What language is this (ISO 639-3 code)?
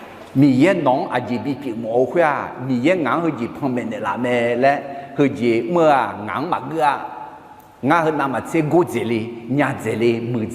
ahk